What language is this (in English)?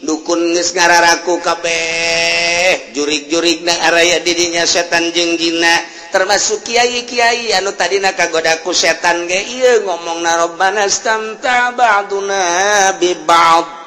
Sundanese